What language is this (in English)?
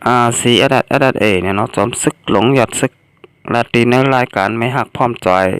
Shan